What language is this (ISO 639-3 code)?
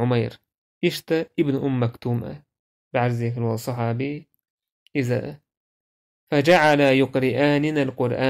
che